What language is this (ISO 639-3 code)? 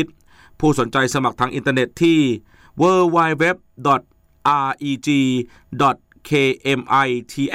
tha